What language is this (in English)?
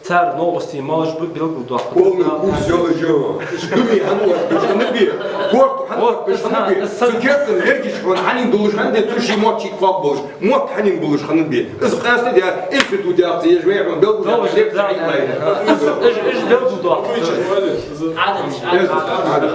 Ingush